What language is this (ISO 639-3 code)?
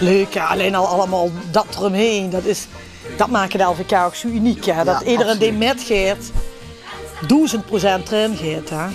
lim